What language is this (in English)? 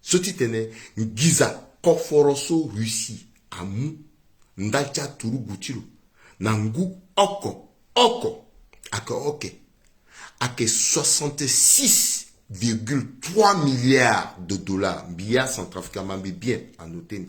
Sango